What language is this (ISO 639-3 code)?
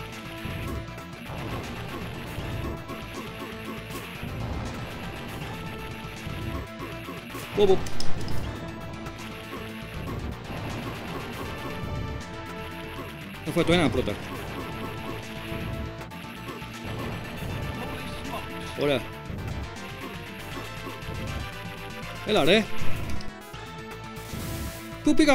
ell